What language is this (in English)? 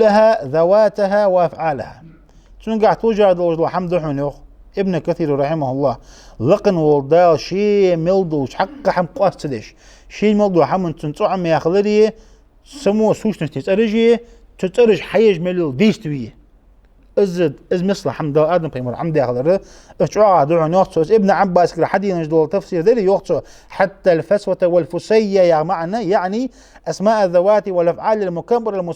Ingush